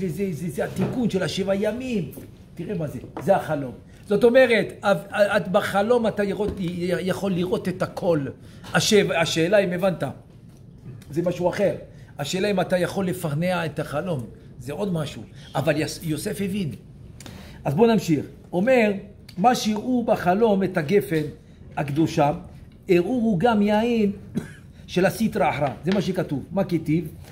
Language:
Hebrew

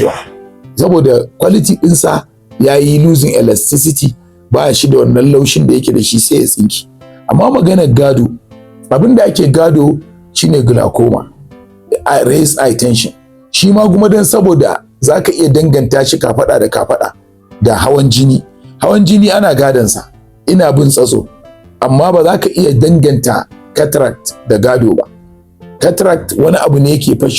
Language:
Hausa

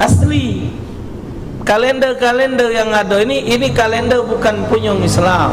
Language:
Musi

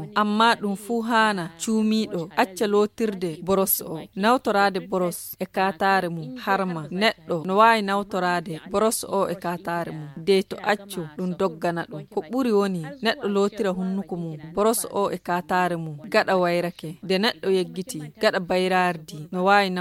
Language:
Nigerian Fulfulde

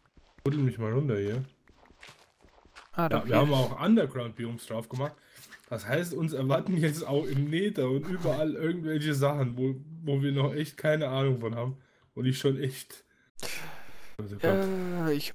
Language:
German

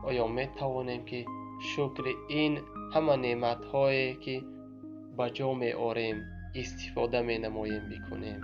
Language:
Tajik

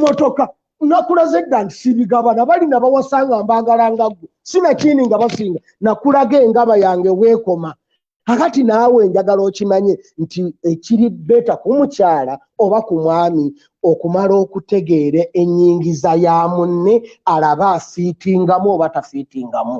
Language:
Ganda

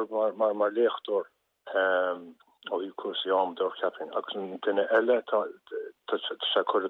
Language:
Irish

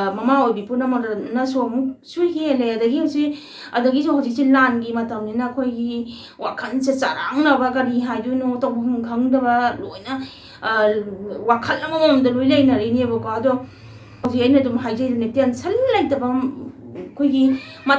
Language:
Manipuri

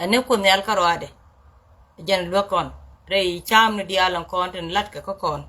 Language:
Nuer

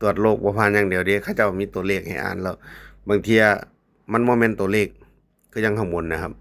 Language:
Northeastern Thai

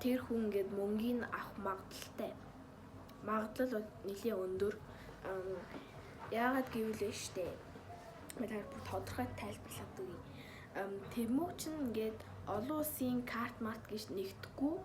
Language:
Mongolian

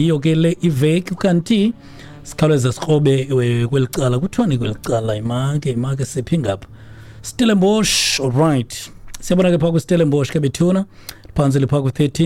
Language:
Xhosa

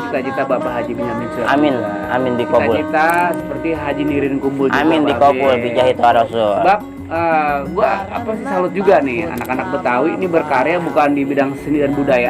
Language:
Betawi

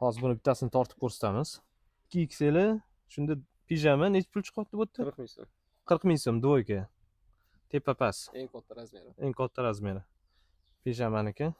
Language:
Uzbek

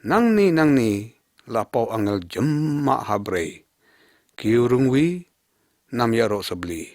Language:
Lyngngam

